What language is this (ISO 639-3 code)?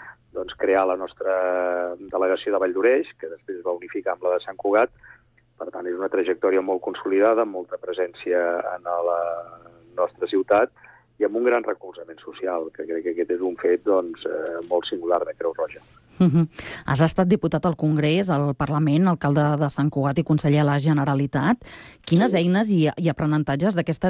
cat